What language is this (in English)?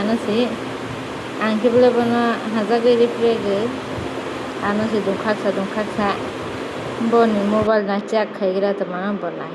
Kok Borok